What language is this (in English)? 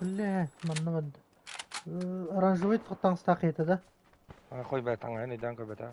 Yakut